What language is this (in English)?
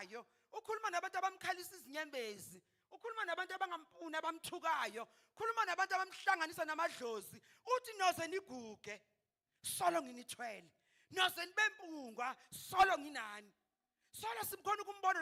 Zulu